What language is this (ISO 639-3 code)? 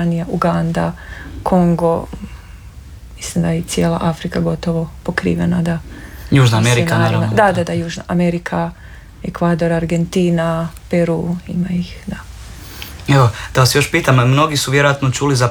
hrv